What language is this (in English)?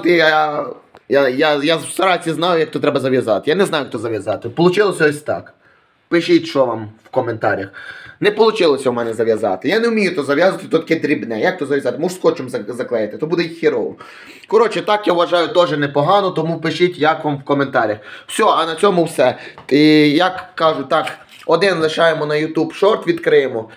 Ukrainian